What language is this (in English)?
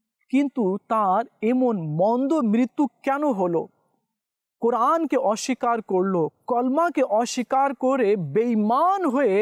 Bangla